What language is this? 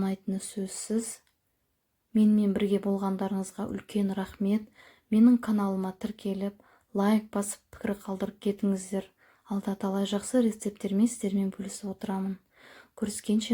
Kazakh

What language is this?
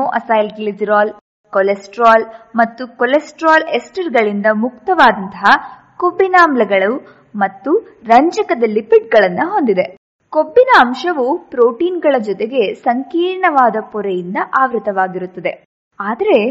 Kannada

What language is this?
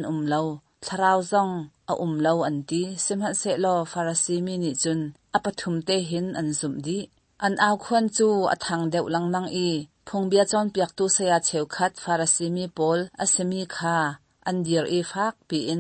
Hakha Chin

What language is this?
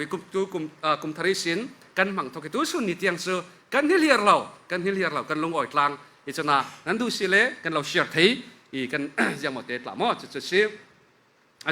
Falam Chin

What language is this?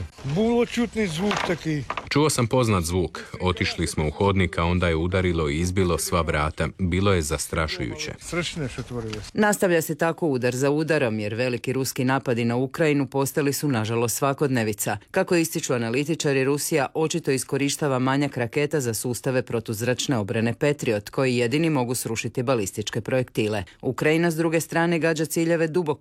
Croatian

